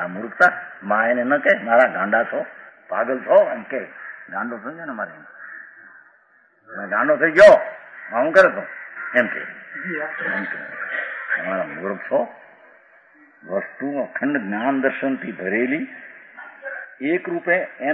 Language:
Gujarati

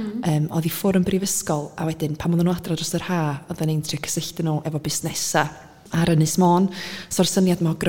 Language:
Welsh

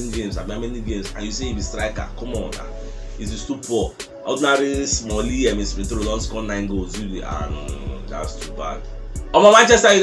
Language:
Nigerian Pidgin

